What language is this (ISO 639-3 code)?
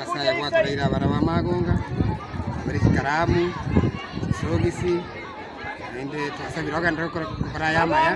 guz